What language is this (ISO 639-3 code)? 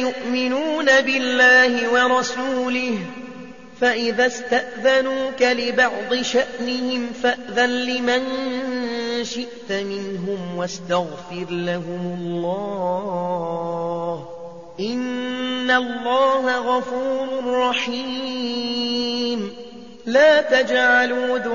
ara